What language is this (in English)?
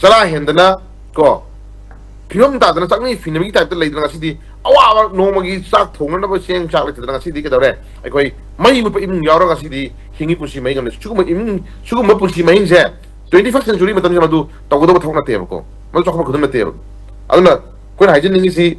Manipuri